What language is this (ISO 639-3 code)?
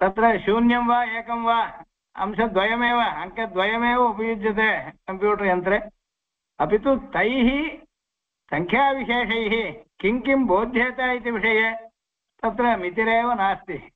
san